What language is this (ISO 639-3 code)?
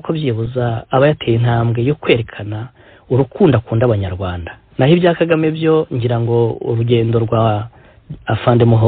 kin